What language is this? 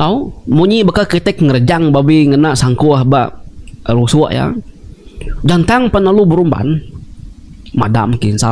Iban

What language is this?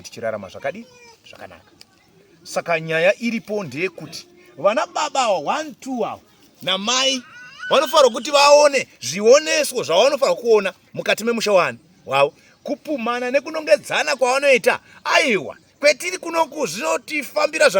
Shona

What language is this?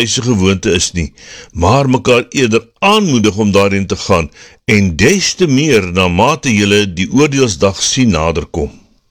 Afrikaans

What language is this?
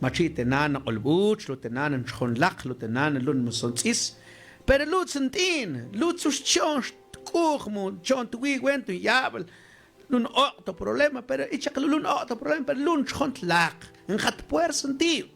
Mam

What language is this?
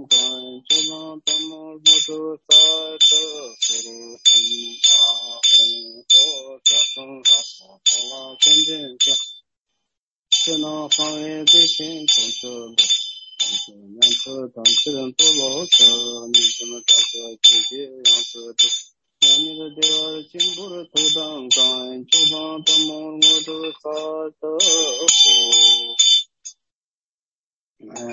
Chinese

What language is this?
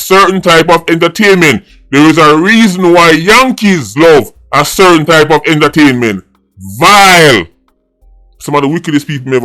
Jamaican Creole English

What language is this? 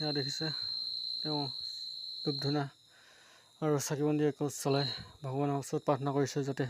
Assamese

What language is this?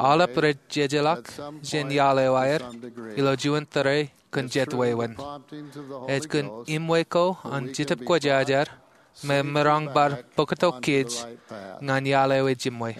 Marshallese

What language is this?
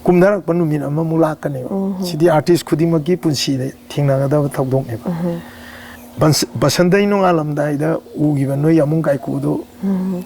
Manipuri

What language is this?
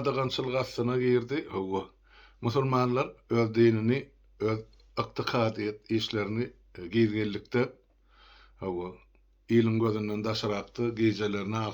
Turkmen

